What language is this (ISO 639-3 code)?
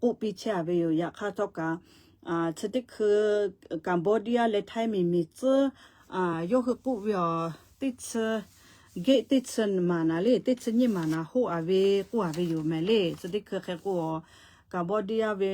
lhu